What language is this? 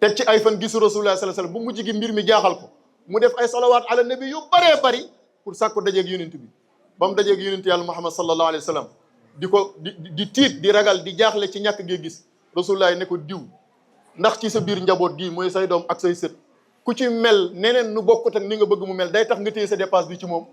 Wolof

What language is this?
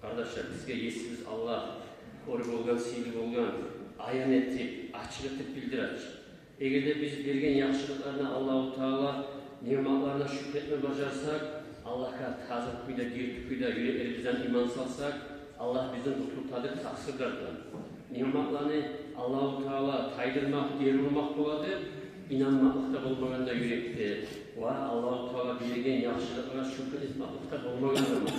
Kumyk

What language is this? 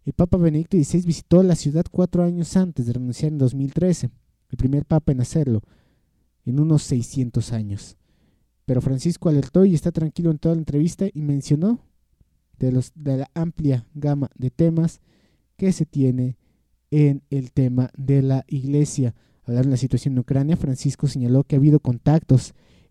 Spanish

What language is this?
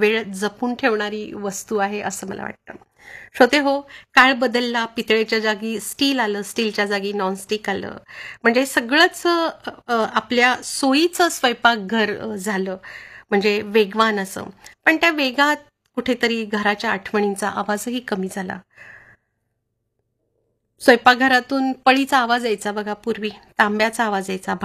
Marathi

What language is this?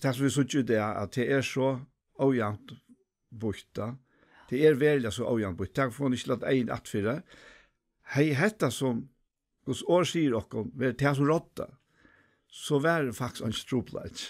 Faroese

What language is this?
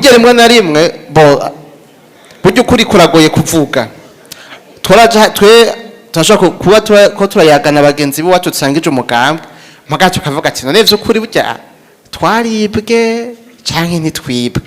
Rundi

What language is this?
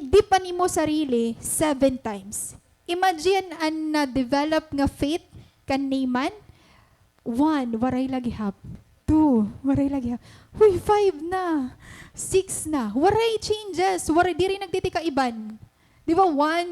Waray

